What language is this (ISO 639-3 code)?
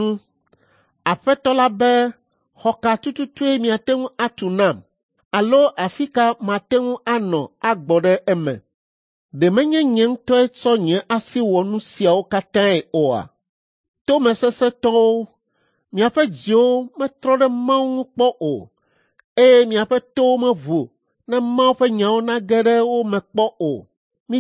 ewe